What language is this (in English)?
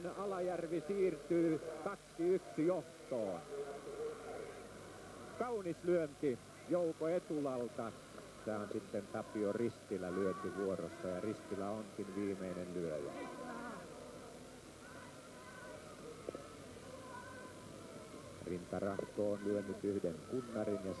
Finnish